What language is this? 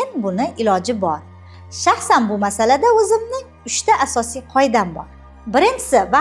Uzbek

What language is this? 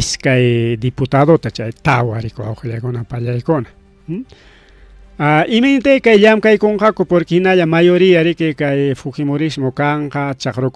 Ayacucho Quechua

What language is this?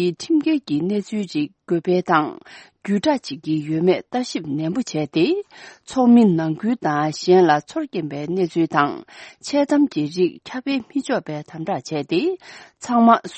Tibetan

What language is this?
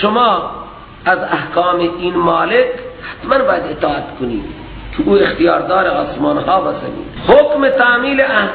Persian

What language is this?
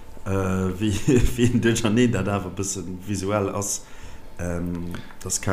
Luxembourgish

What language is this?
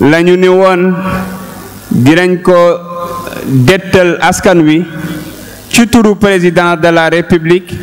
Wolof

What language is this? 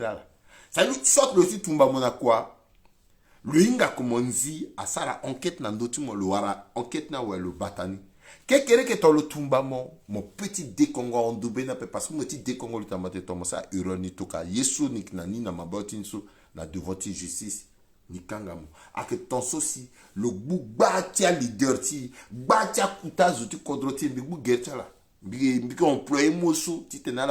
Sango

